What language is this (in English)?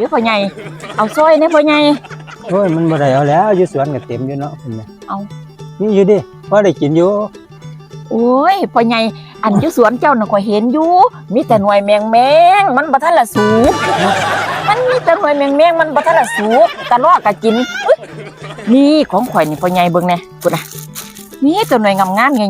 Northeastern Thai